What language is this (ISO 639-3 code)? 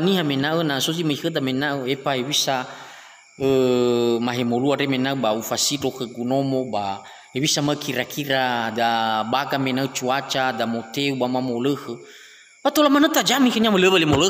nia